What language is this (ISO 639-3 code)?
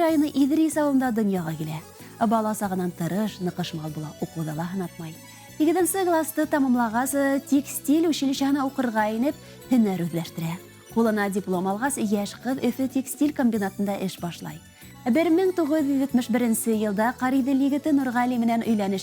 bak